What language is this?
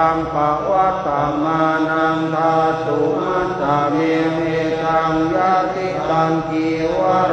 Pali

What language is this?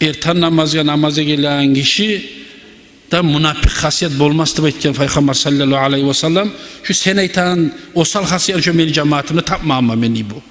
Kumyk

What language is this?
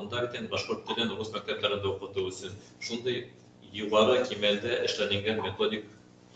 Bashkir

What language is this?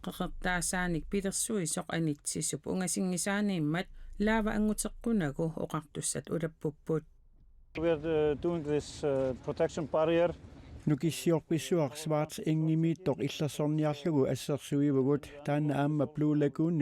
Kalaallisut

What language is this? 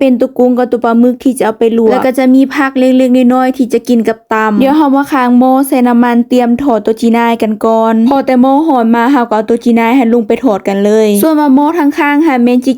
Lao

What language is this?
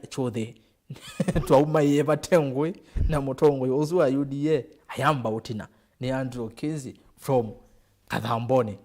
Kamba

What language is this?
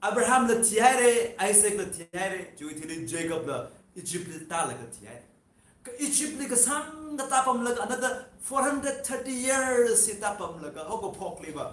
Tangkhul Naga (India)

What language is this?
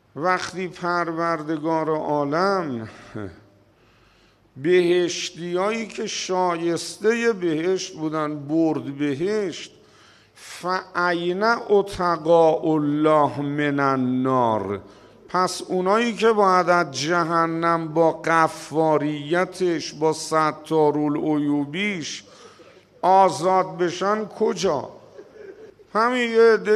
Persian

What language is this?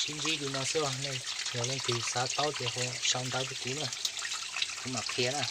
Hmong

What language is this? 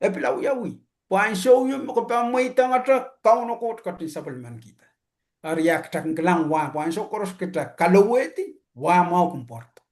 Pohnpeian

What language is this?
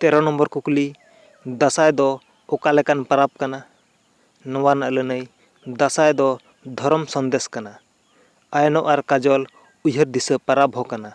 Santali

